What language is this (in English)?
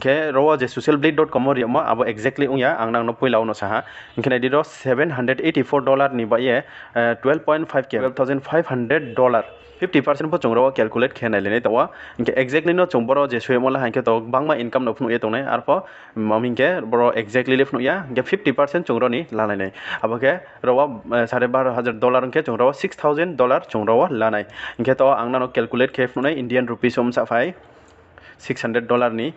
Riang (India)